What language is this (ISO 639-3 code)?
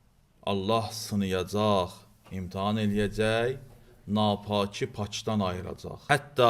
aze